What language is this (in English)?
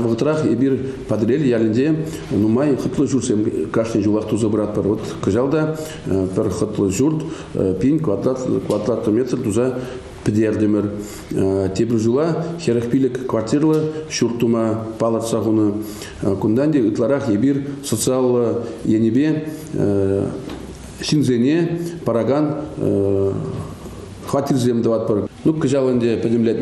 Chuvash